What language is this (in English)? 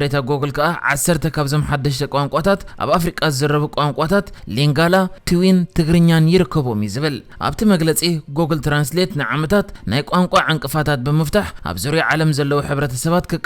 Tigrinya